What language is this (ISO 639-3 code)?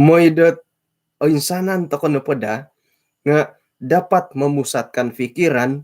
dtp